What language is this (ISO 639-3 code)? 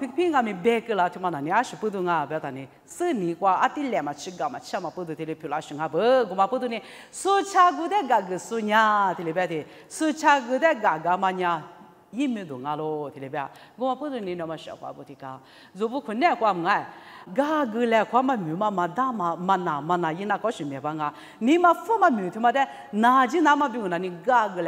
lis